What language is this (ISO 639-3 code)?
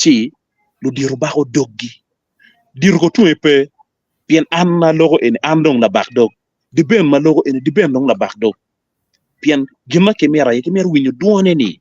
ach